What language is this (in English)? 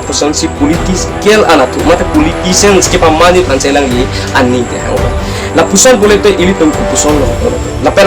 Karbi